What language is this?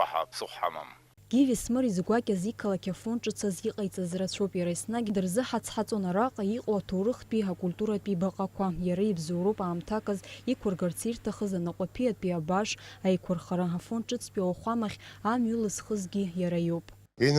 Abkhazian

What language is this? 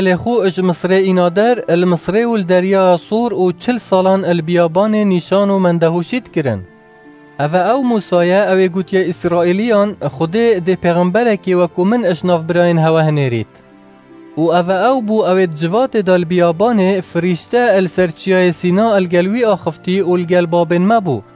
Kurdish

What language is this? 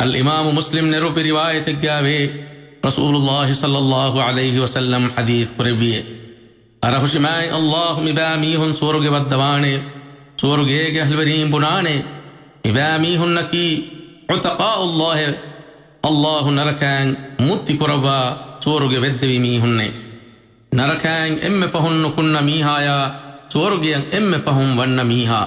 Divehi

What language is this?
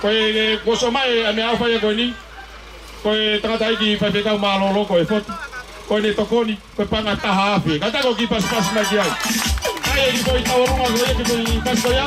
Tongan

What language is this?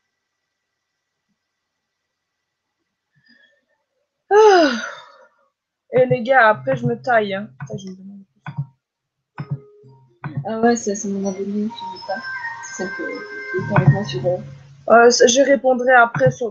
French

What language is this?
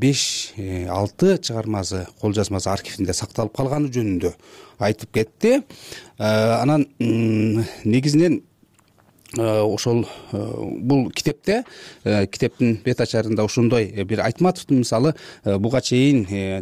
Kyrgyz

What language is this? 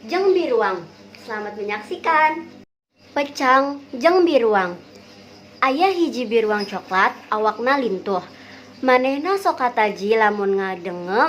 Sundanese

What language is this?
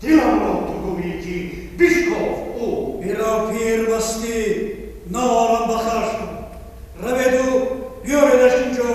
Tajik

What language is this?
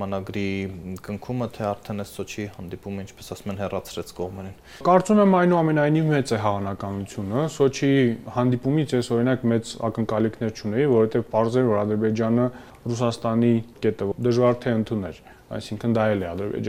Armenian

